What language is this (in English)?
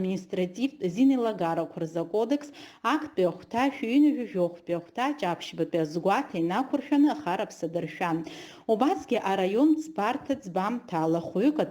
Abkhazian